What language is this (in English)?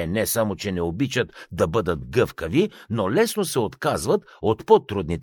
Bulgarian